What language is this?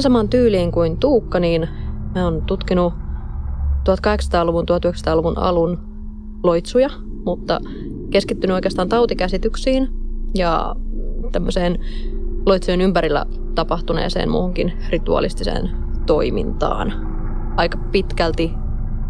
Finnish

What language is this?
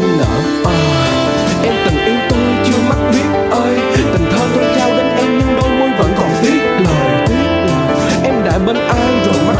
Vietnamese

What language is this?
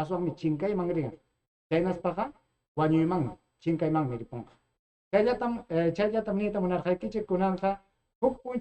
Ayacucho Quechua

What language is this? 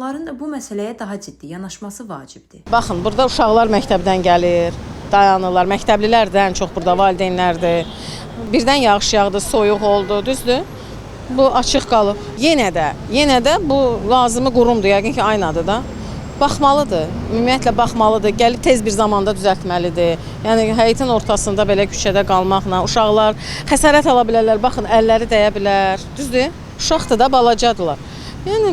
Azerbaijani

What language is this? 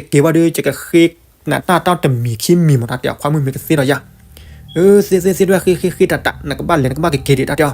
S'gaw Karen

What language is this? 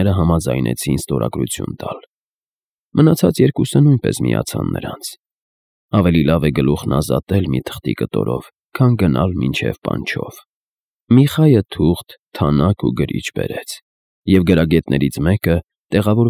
Armenian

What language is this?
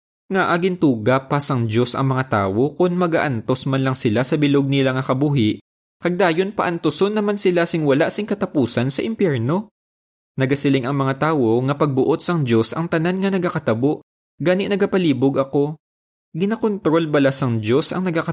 Hiligaynon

